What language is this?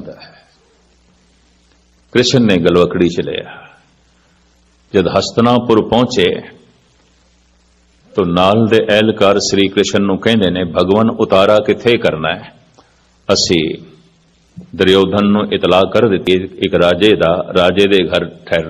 Punjabi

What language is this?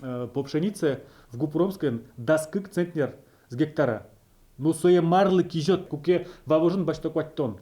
Udmurt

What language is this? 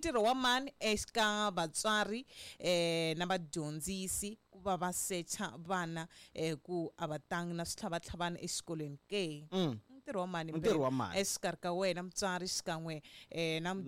Tsonga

